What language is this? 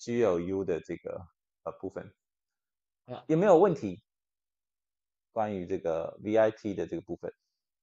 Chinese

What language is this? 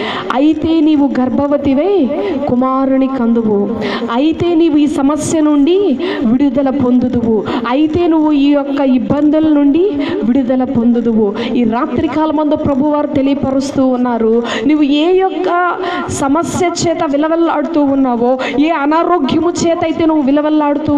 Telugu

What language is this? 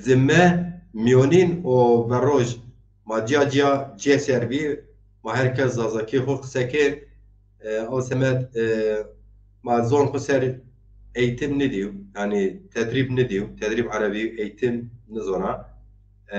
Zaza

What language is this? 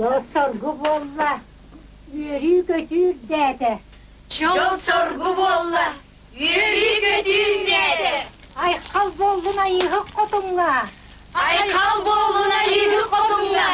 Yakut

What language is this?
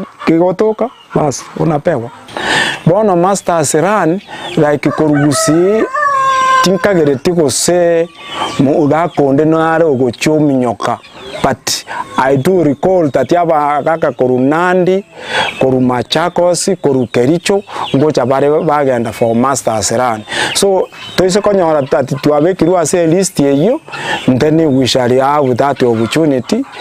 Gusii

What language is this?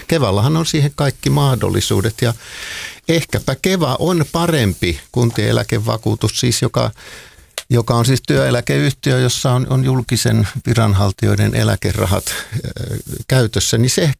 Finnish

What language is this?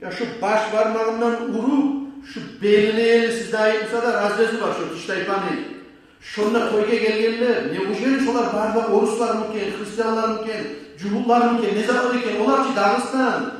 Kumyk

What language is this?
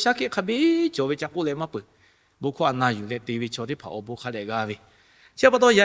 Lahu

